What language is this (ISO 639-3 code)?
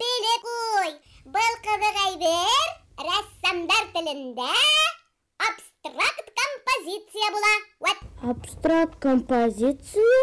bak